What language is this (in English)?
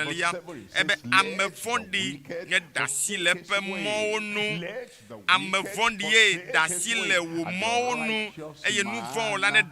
Ewe